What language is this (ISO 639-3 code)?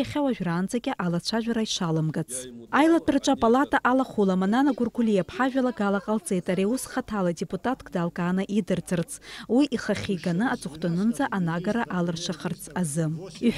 abk